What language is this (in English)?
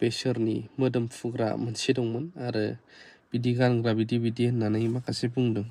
Bodo